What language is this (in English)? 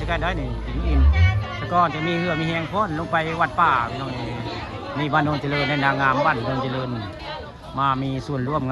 Northeastern Thai